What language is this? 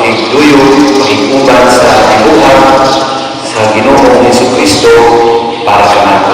Cebuano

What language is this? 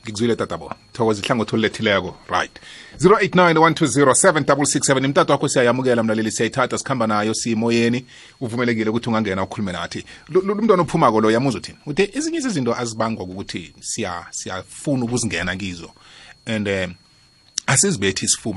South Ndebele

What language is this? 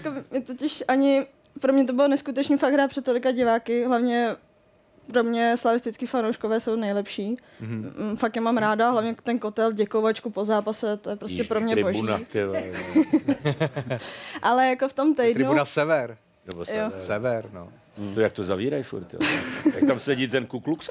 Czech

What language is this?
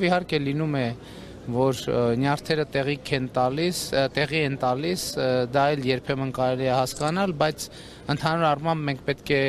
Armenian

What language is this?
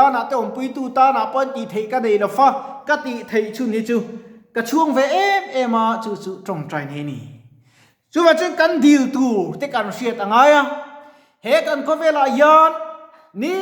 Mizo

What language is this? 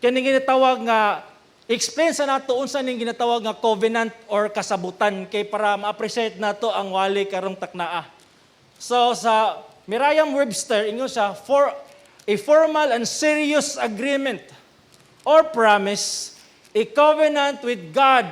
Cebuano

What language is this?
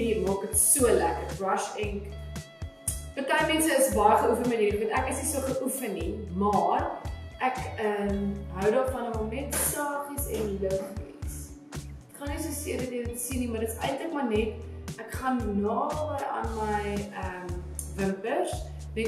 Afrikaans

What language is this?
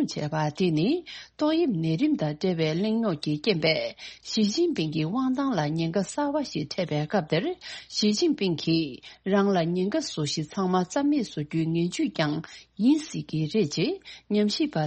Tibetan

